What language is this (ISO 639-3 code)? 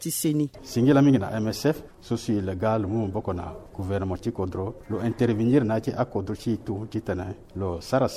sag